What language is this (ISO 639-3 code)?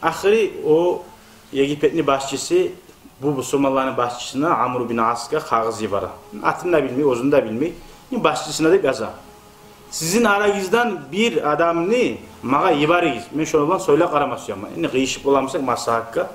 kum